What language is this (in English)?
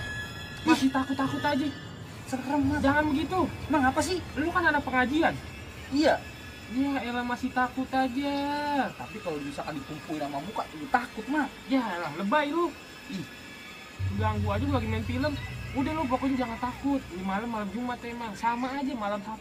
Betawi